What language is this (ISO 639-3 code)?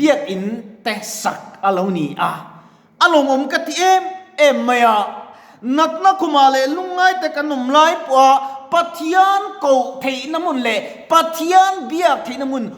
lus